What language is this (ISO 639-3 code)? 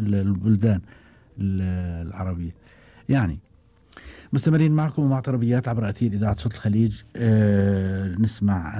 afb